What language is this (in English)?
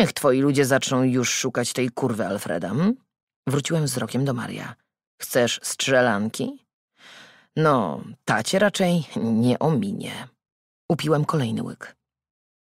Polish